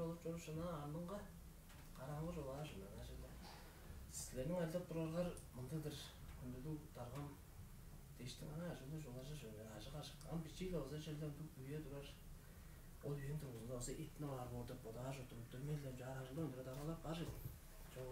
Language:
Tuvinian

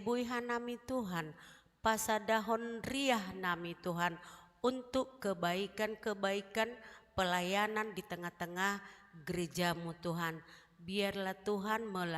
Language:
Batak Simalungun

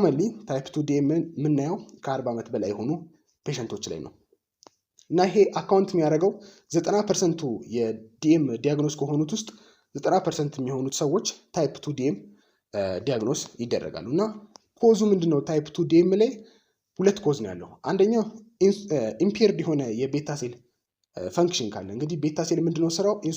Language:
Amharic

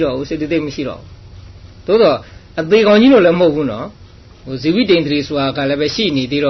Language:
Burmese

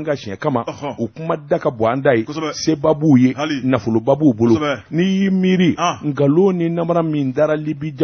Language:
Bambara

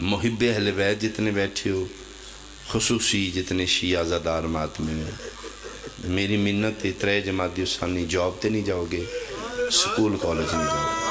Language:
Pahari-Potwari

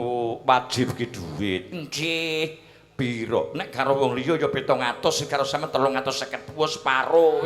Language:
Javanese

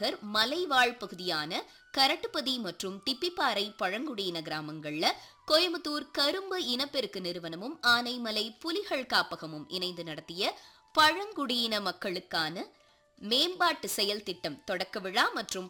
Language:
Tamil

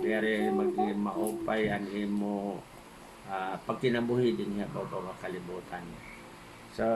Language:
Waray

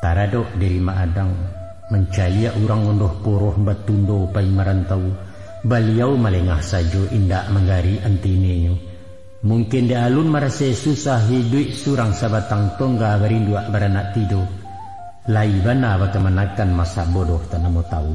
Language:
Minangkabau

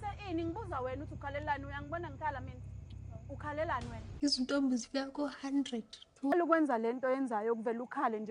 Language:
Zulu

